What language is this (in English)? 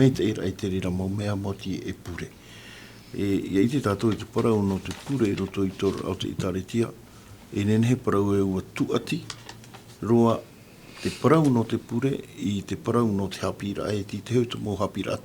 Tahitian